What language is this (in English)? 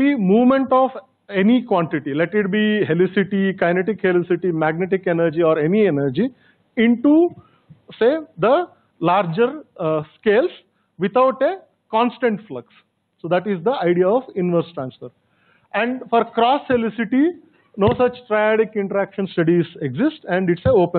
English